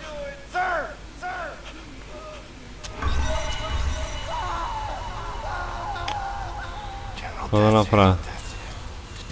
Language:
Bulgarian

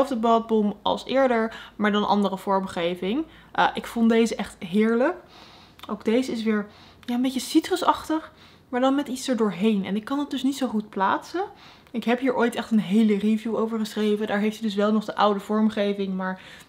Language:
Dutch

